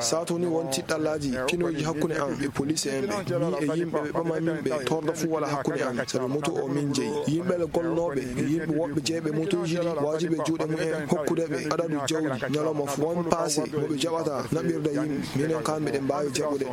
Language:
Nigerian Fulfulde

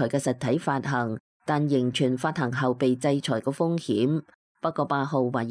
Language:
Cantonese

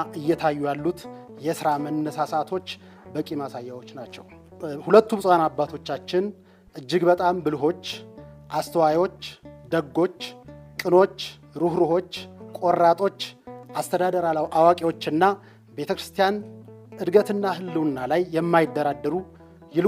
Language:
Amharic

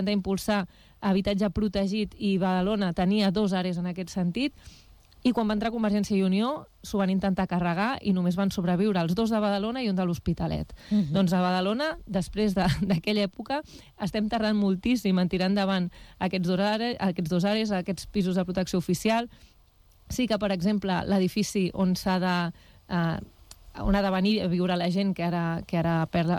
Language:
Catalan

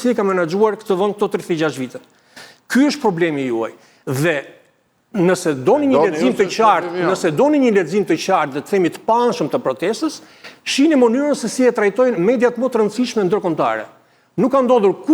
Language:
Albanian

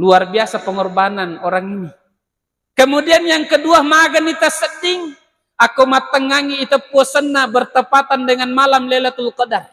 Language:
Buginese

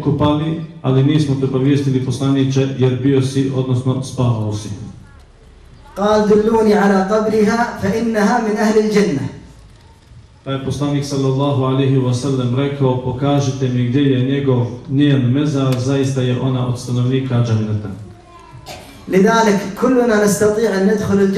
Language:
Bosnian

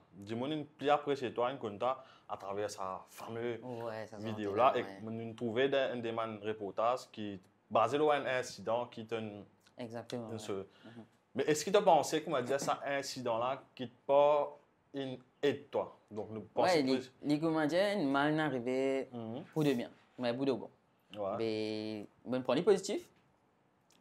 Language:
Morisyen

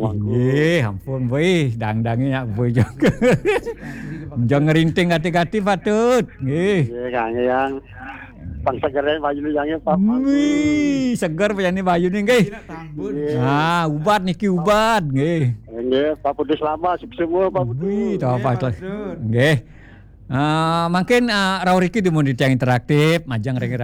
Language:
Balinese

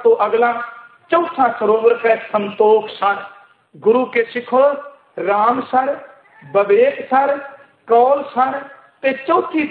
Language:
Punjabi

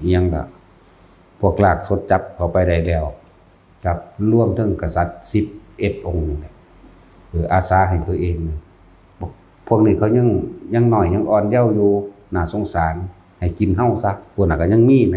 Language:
Northeastern Thai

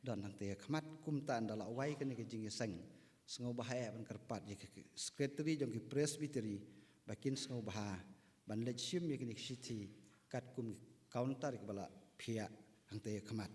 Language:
Khasi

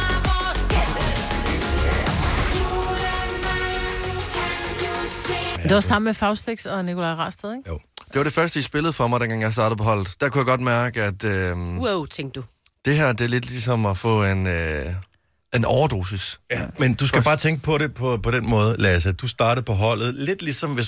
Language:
Danish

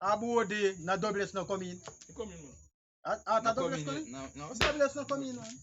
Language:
Jamaican Creole English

